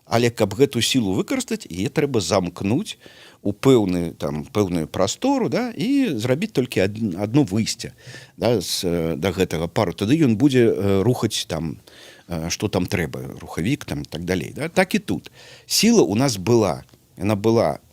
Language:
Belarusian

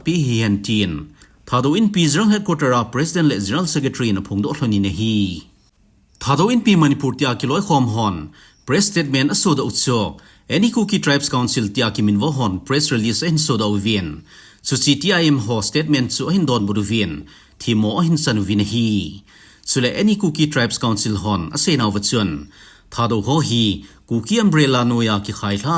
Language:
Thado Chin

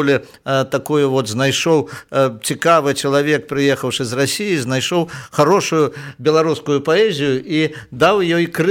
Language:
Belarusian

